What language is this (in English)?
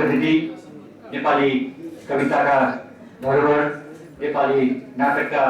Nepali